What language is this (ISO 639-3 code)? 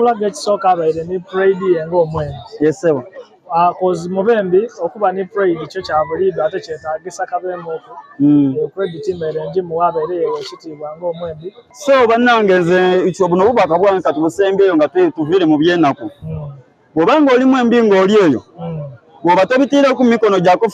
xog